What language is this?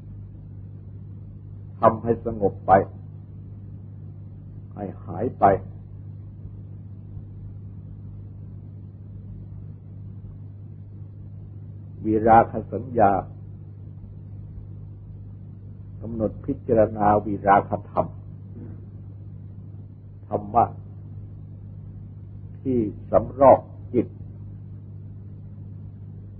Thai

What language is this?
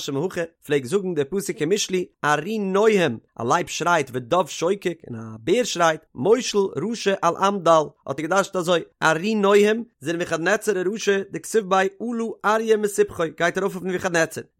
Yiddish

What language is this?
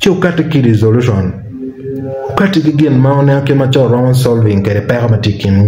Acoli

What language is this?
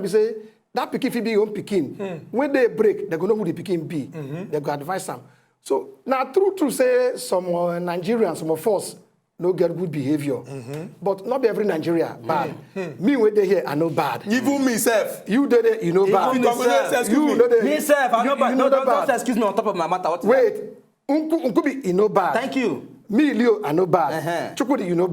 Nigerian Pidgin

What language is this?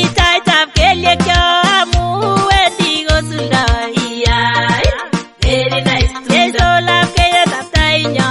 Kalenjin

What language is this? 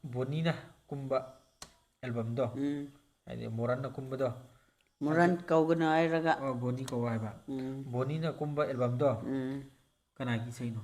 Manipuri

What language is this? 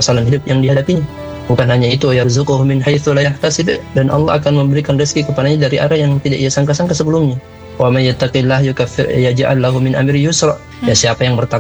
Indonesian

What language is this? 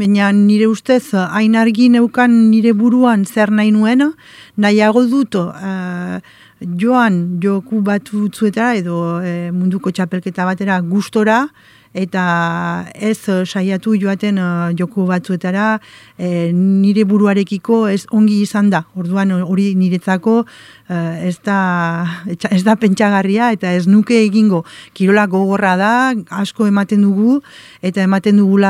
Basque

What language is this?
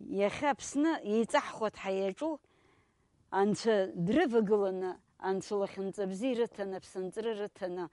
Abkhazian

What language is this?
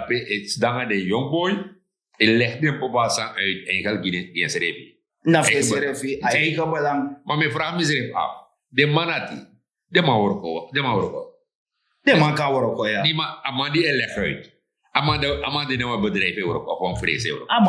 Sranan Tongo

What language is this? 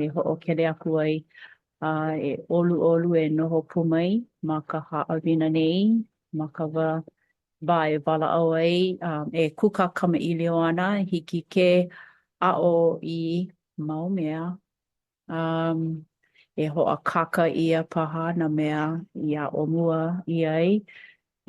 Hawaiian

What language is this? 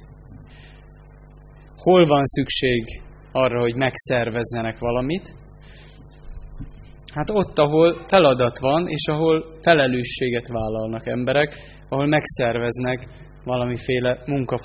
Hungarian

